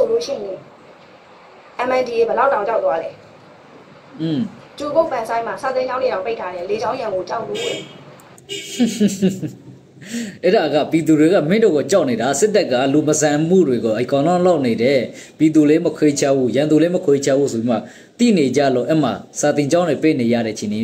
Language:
Burmese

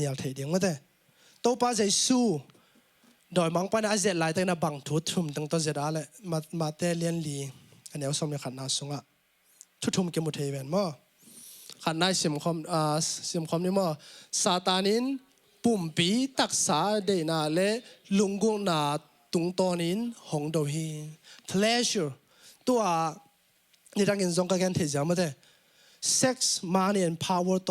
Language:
Tedim Chin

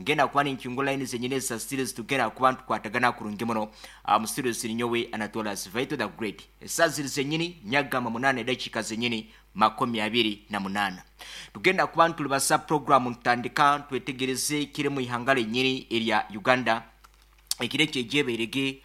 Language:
Nyankole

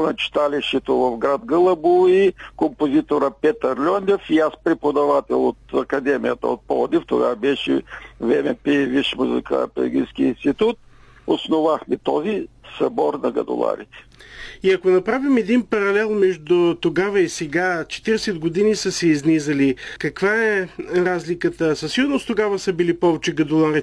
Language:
Bulgarian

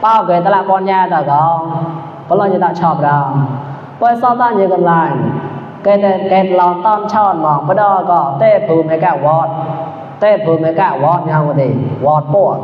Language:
Mon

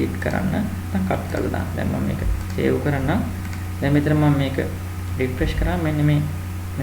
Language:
Sinhala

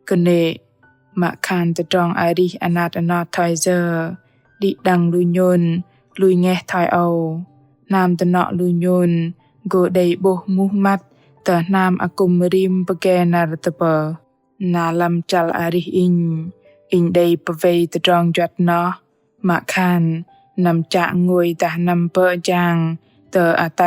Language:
Bahnar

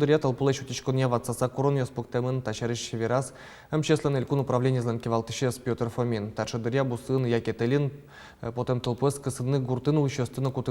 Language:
Udmurt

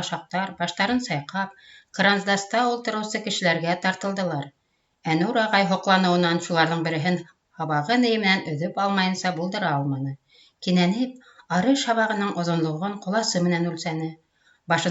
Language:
Bashkir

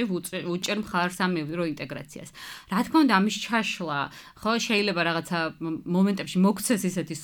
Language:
Georgian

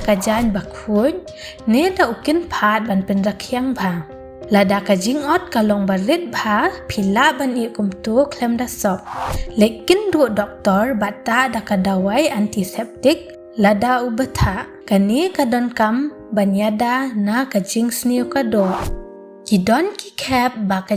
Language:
Khasi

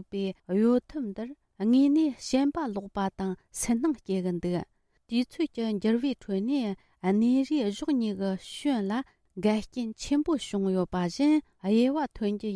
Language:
Tibetan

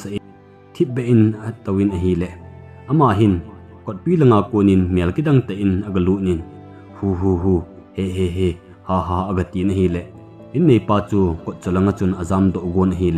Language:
Thado Chin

